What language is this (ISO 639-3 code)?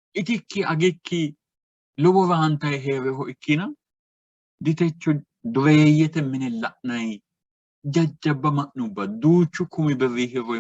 sid